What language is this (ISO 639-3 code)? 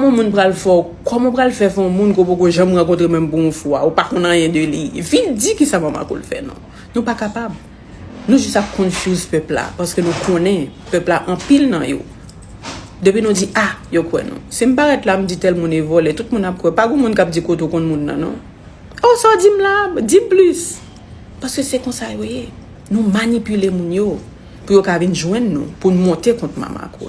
hat